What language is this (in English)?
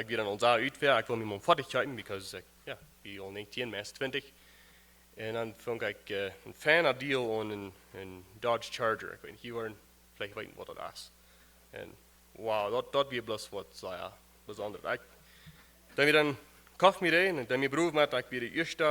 Plautdietsch